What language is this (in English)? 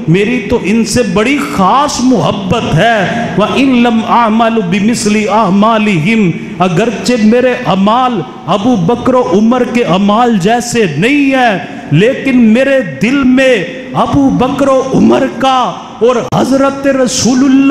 Urdu